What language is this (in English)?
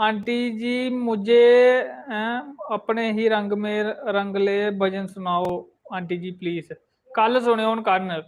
Dogri